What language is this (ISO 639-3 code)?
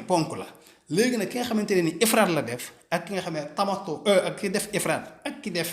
wol